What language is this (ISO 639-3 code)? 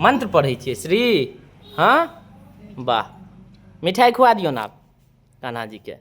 mai